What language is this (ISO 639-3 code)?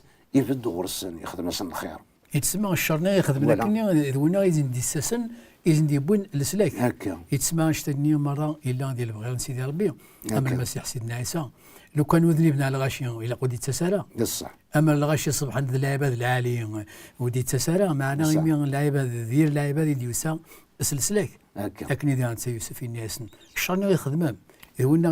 kab